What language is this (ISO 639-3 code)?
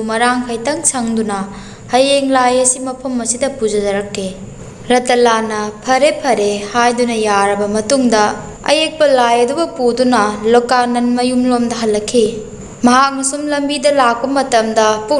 mni